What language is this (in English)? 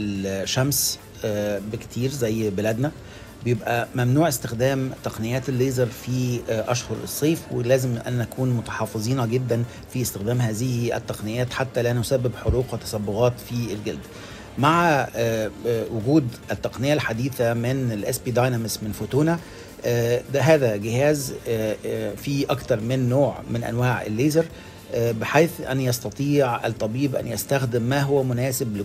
Tunisian Arabic